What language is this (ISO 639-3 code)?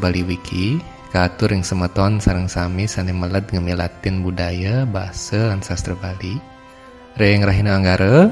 ban